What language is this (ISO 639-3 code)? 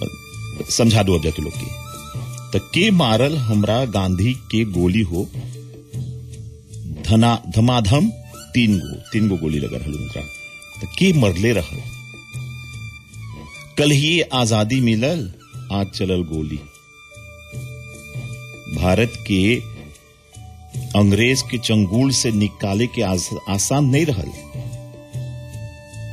bho